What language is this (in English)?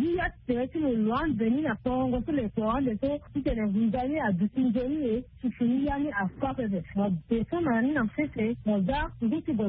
Sango